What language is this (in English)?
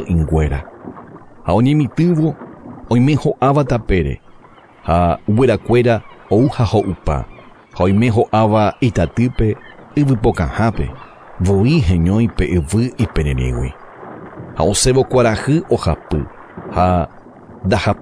Guarani